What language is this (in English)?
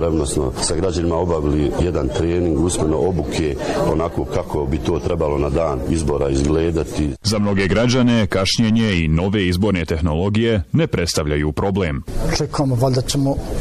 Bosnian